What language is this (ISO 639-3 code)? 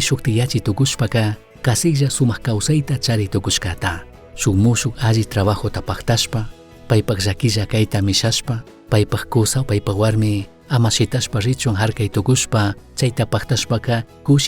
qug